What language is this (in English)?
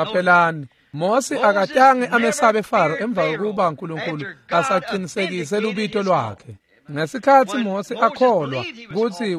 Swati